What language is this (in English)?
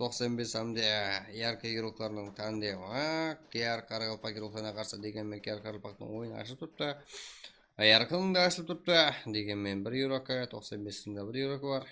Kara-Kalpak